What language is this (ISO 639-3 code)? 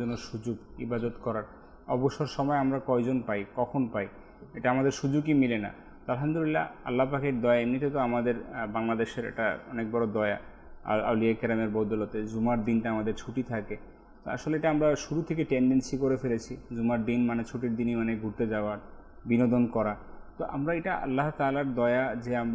ben